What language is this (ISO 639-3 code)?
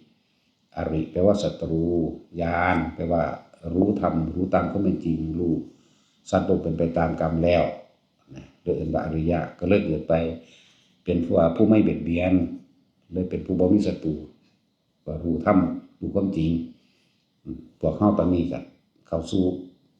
tts